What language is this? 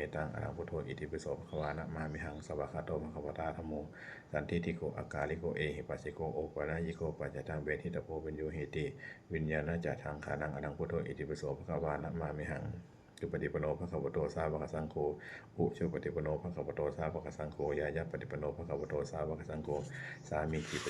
Pali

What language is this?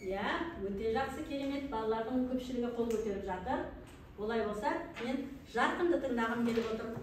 Kazakh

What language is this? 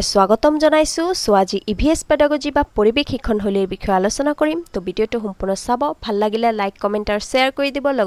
Assamese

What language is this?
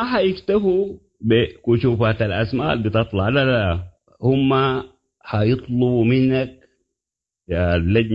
Sudanese Arabic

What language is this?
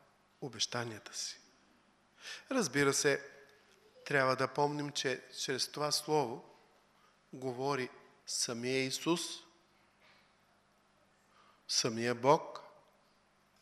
Bulgarian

